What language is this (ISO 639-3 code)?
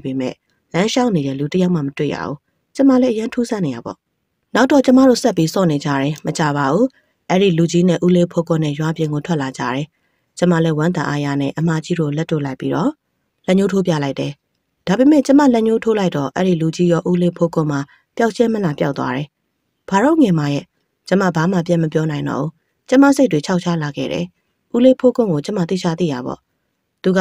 mya